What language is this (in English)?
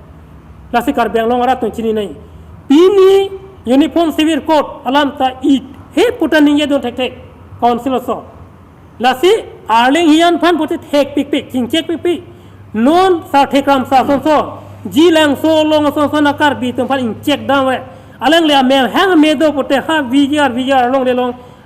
Karbi